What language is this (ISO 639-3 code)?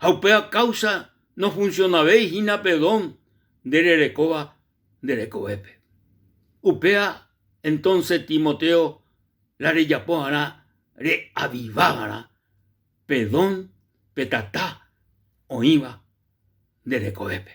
grn